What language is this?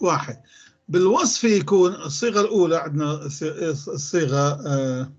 North Levantine Arabic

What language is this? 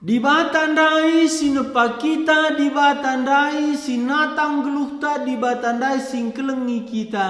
Batak Karo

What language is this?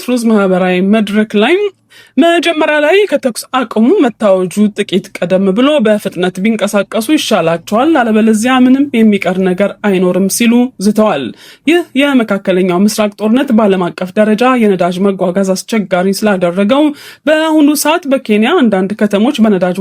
Amharic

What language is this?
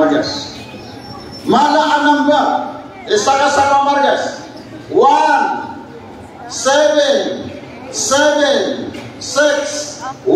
Maranao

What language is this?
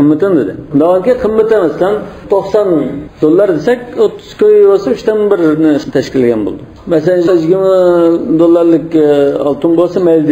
Uyghur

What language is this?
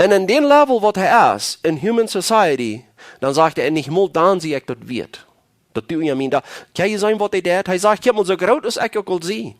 Plautdietsch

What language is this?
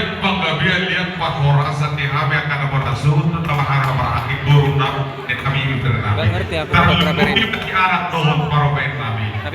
Batak Toba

